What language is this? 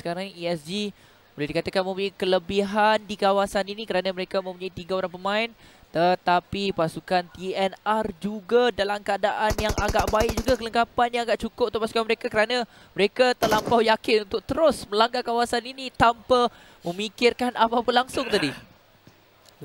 Malay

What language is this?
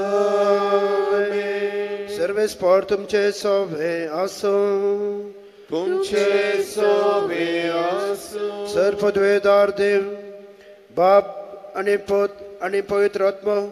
Konkani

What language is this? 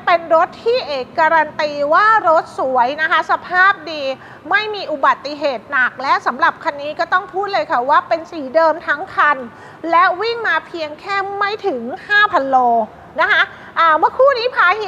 Thai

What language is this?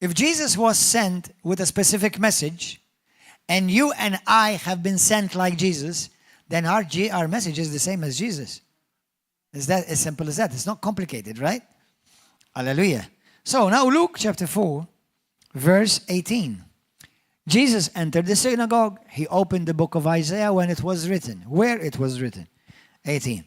English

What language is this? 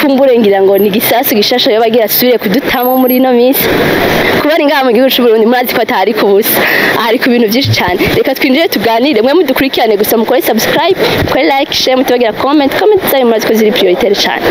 Rundi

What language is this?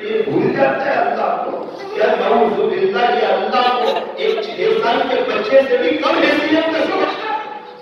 Urdu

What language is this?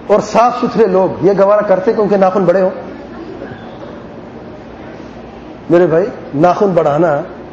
Urdu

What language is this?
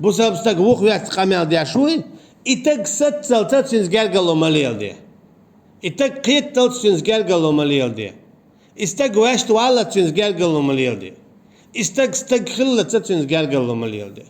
Chechen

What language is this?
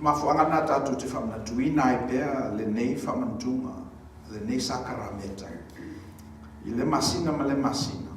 Samoan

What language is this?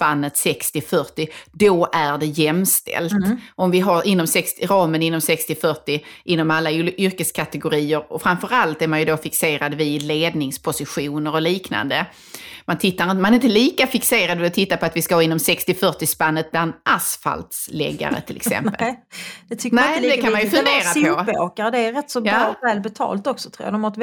Swedish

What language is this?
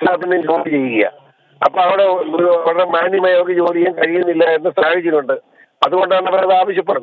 Malayalam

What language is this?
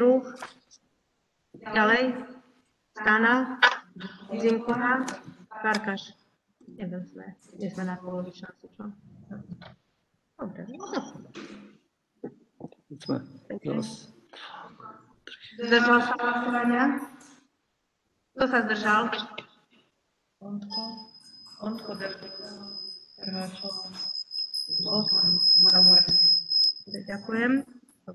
Slovak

